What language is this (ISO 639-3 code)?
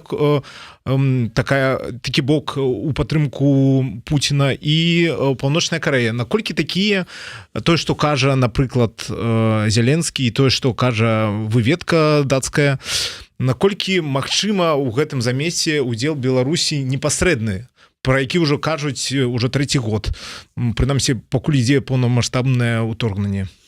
bel